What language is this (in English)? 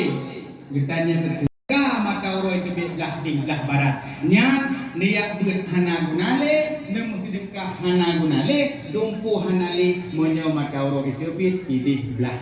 Achinese